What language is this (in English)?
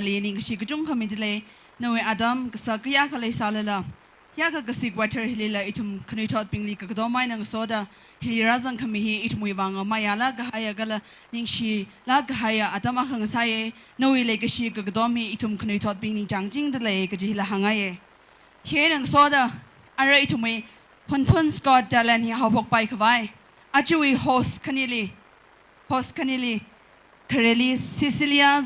Tangkhul Naga (India)